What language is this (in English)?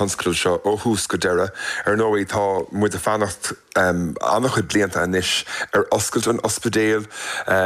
Irish